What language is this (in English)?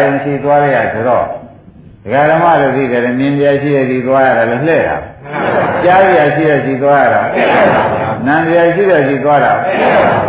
Burmese